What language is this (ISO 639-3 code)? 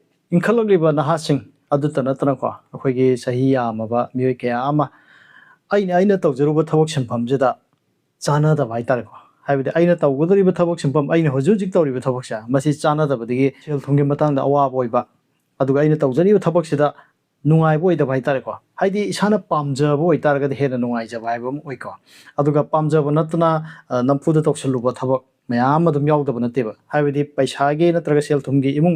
mni